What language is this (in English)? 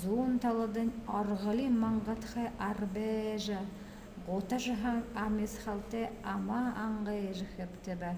Buriat